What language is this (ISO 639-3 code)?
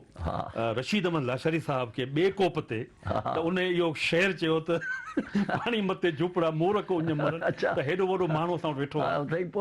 snd